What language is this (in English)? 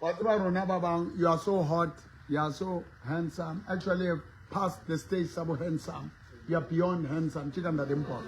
Southern Sotho